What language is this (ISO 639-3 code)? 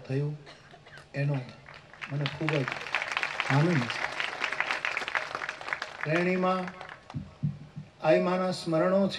guj